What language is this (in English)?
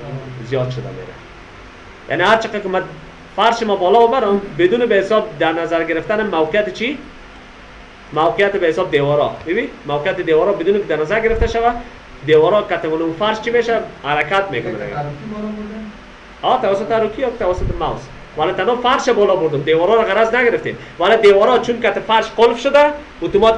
Persian